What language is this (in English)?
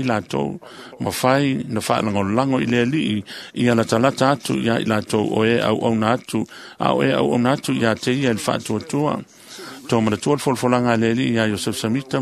Samoan